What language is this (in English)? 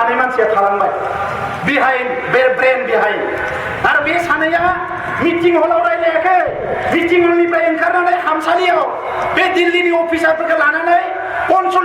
Bodo